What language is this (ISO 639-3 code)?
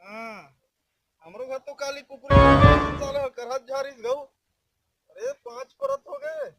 hne